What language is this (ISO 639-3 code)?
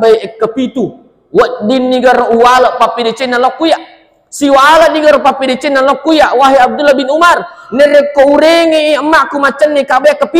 bug